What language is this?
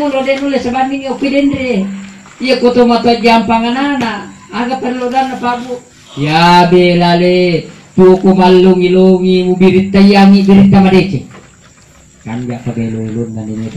Buginese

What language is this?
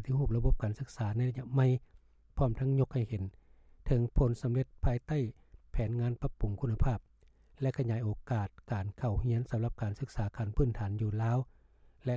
Lao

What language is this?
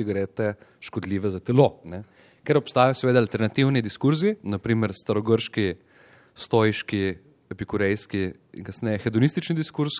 Slovenian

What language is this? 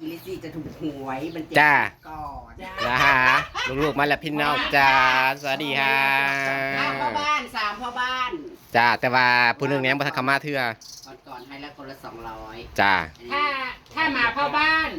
Northeastern Thai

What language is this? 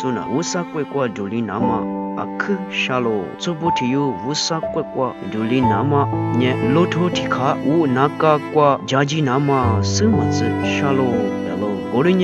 Lisu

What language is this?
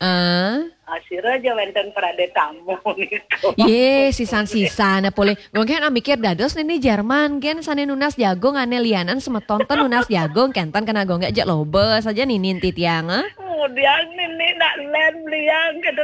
Balinese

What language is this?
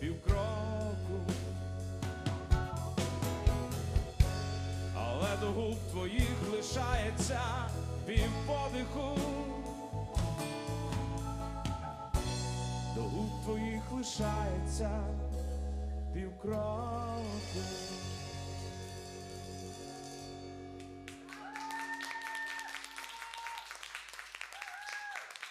Ukrainian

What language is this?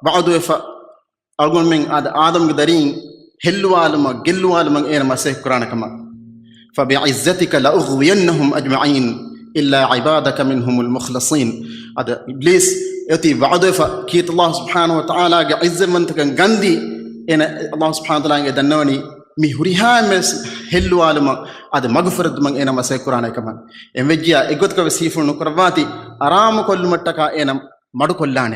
Divehi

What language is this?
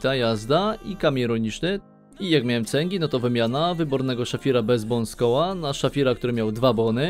Polish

